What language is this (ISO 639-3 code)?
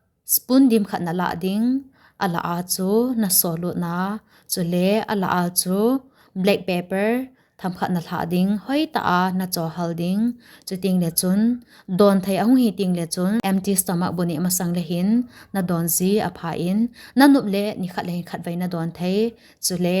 tcz